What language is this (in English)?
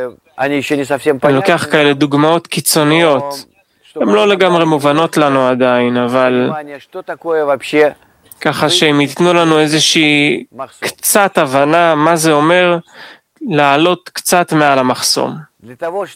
Hebrew